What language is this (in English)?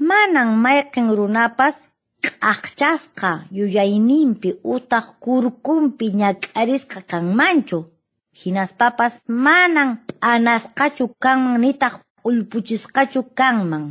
Quechua